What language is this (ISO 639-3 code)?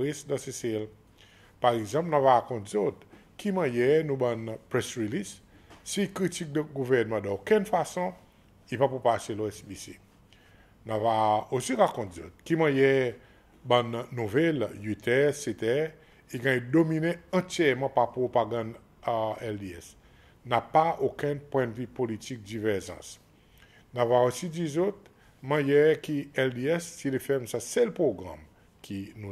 crs